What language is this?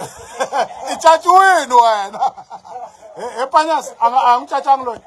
Tsonga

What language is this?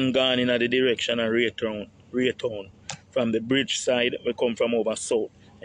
Jamaican Creole English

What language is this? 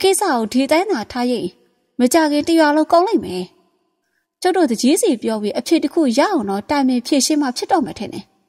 Burmese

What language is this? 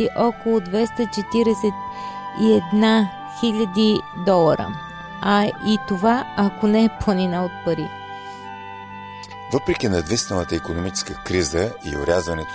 Bulgarian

